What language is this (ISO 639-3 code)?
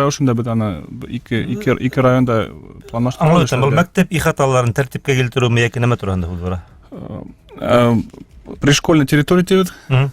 bak